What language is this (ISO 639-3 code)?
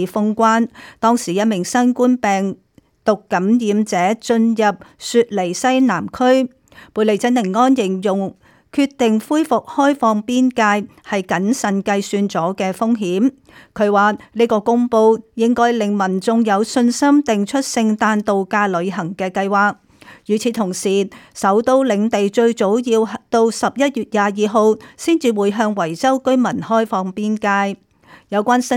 yue